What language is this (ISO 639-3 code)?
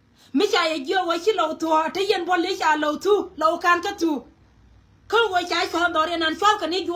nus